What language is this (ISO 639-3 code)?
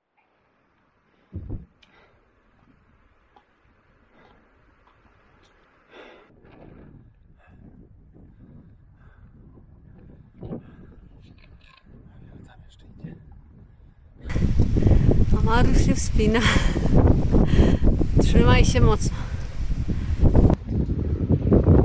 pol